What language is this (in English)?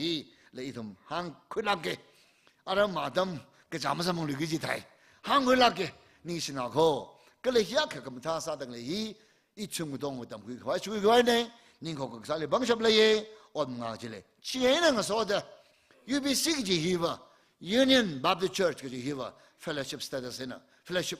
Tangkhul Naga (India)